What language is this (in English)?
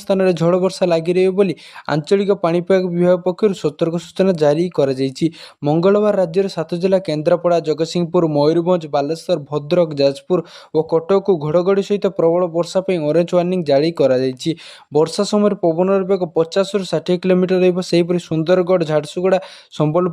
Odia